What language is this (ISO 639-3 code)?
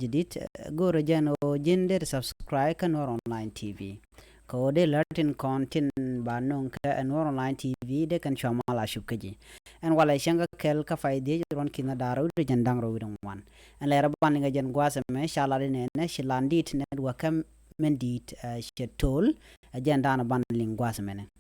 nus